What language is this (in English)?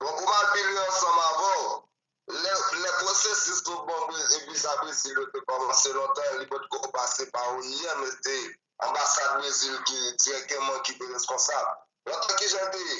Haitian Creole